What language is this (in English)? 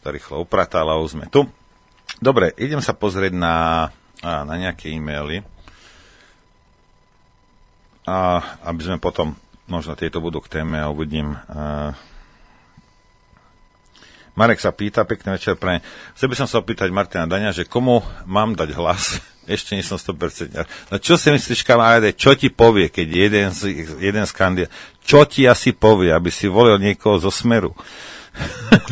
Slovak